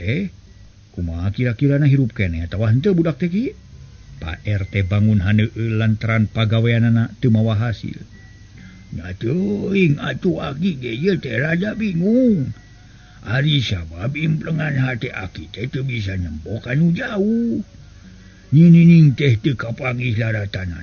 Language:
Sundanese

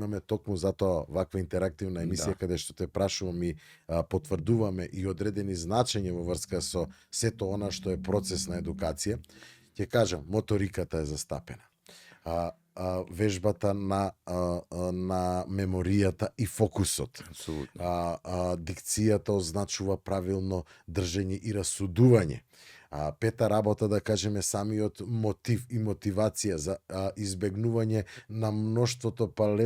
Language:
Macedonian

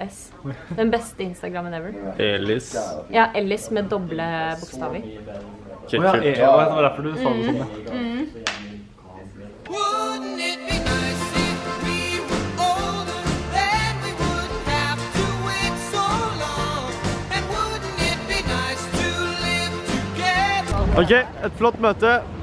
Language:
Norwegian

